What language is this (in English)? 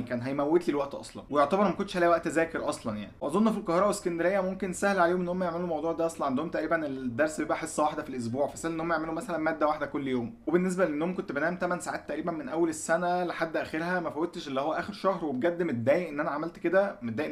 Egyptian Arabic